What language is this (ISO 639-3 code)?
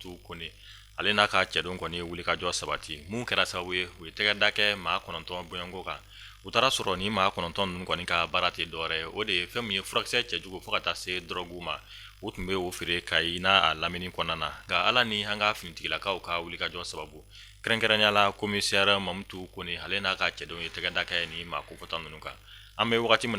bam